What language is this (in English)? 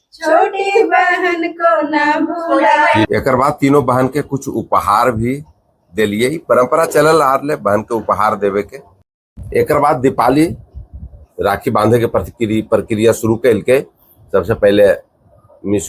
Magahi